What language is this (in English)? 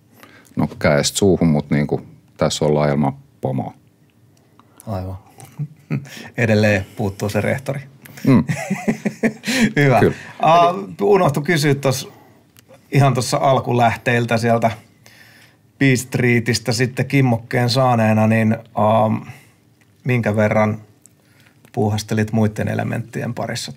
Finnish